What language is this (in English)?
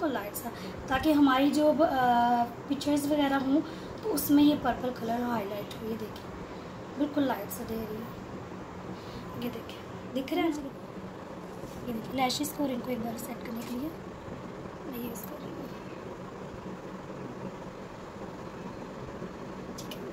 Hindi